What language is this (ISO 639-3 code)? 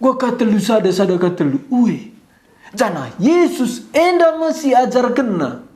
btx